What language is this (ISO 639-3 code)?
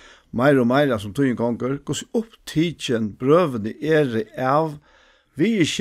fao